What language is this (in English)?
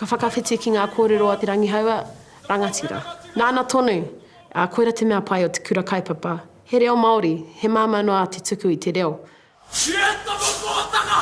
Māori